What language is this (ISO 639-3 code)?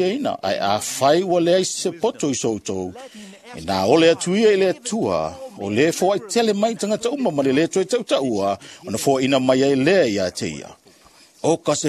smo